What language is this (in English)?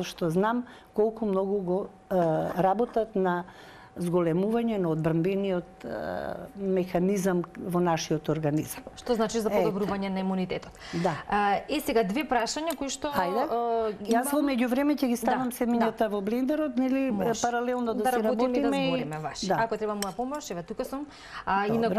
Macedonian